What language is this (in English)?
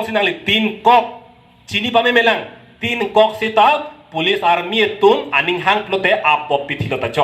Karbi